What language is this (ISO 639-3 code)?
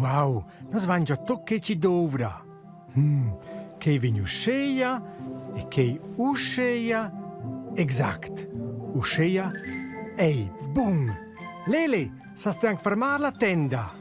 roh